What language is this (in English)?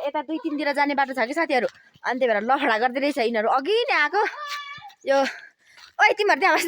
Nepali